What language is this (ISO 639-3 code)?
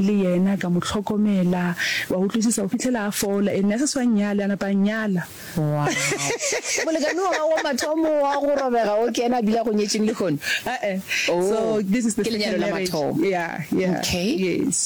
nso